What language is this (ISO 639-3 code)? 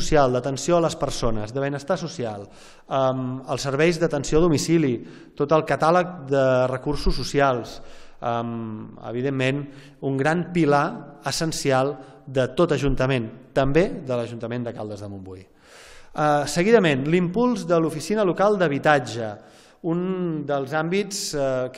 cat